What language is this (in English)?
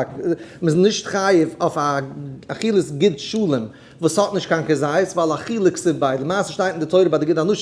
Yiddish